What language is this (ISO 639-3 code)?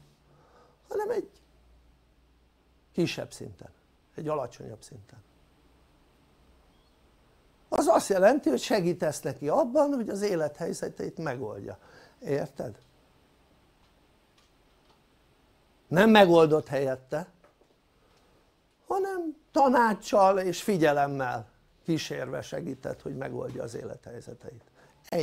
hun